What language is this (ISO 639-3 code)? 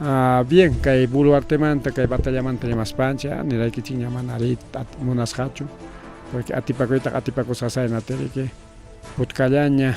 quy